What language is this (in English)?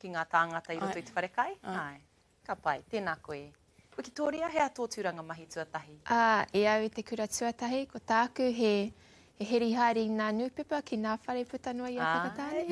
Māori